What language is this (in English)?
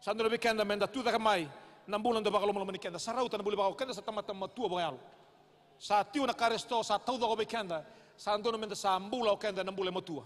Fijian